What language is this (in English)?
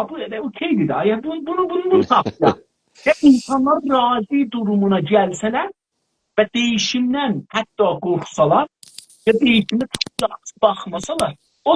South Azerbaijani